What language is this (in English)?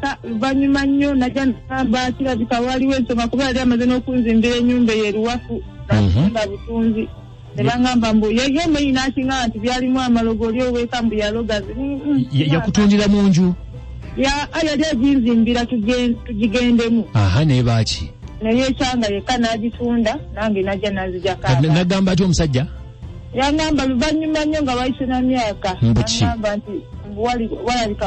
Ganda